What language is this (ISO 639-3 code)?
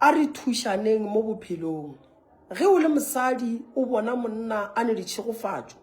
nso